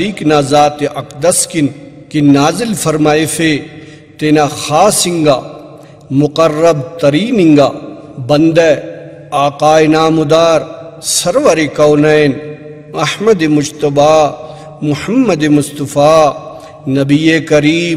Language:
Brahui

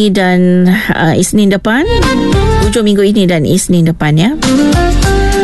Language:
Malay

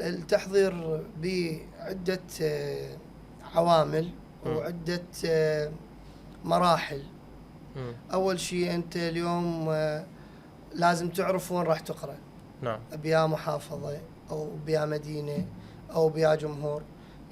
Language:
Mesopotamian Arabic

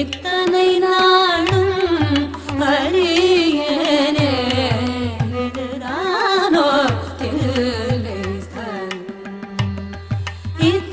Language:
Tamil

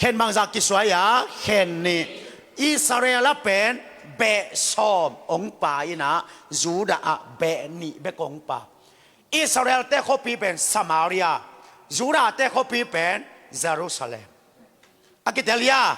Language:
Tedim Chin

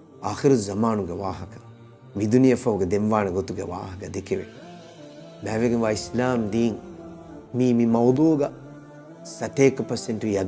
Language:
Divehi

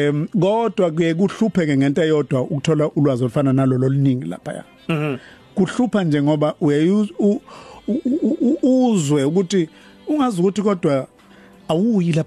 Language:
Zulu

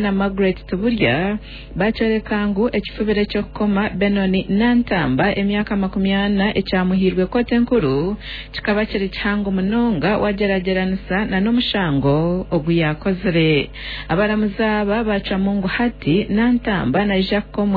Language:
Nyankole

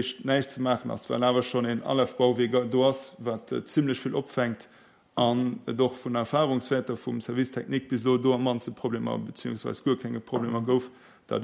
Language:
Luxembourgish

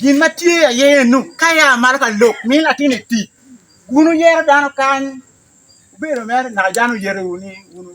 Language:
Acoli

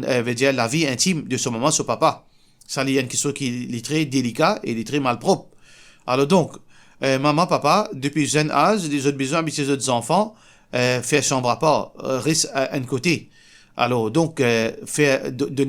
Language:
Morisyen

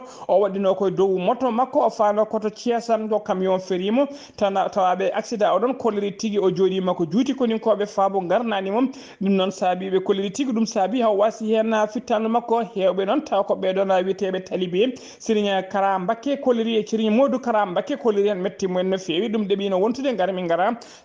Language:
Fula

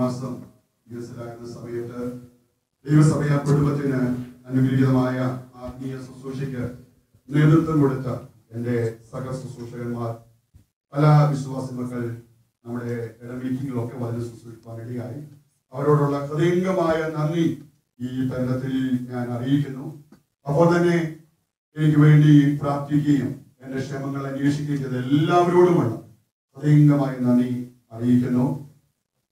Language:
Malayalam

